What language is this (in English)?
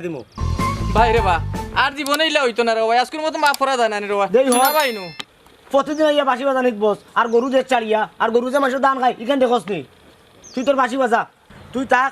Sylheti